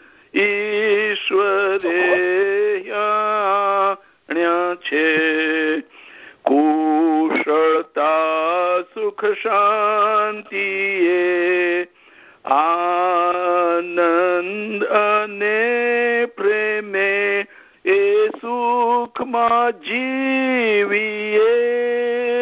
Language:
Gujarati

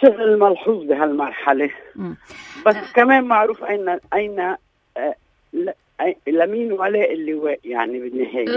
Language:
North Levantine Arabic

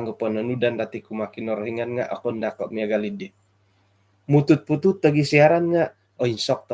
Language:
Central Dusun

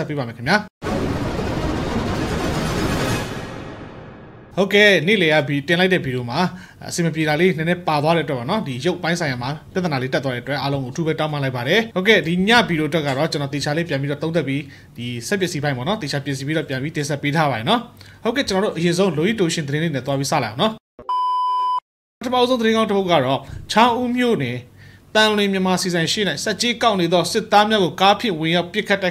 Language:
Burmese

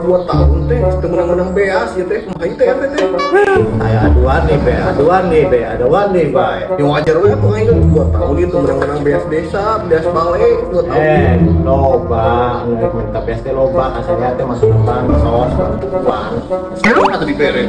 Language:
Sundanese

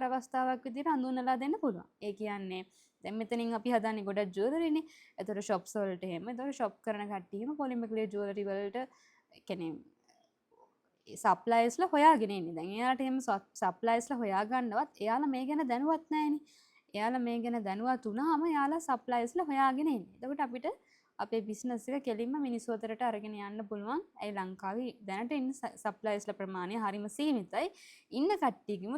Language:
Sinhala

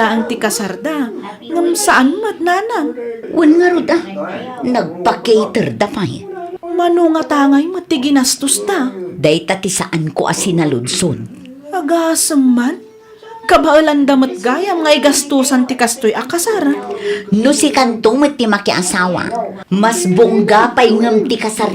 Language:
Iloko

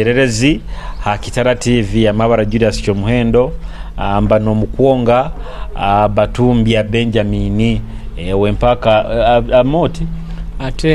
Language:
Nyoro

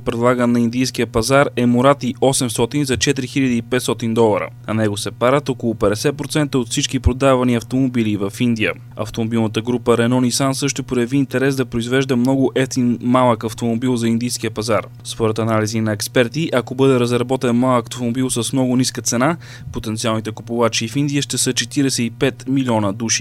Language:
Bulgarian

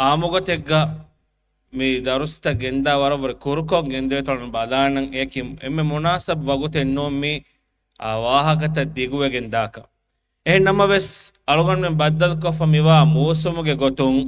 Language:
Divehi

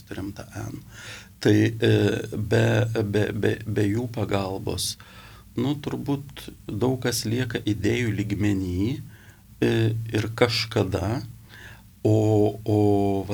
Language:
Lithuanian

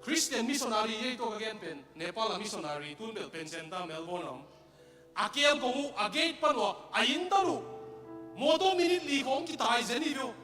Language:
Tedim Chin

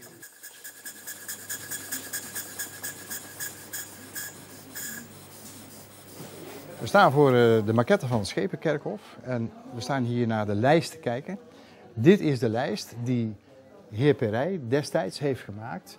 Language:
Dutch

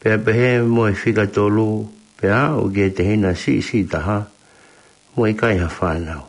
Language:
Tongan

